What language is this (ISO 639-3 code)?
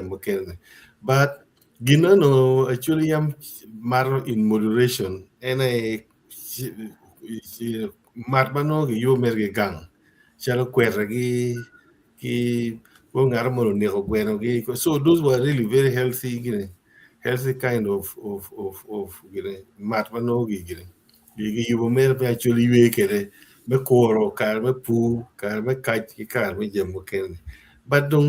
ach